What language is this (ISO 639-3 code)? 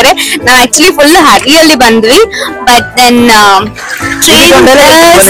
kan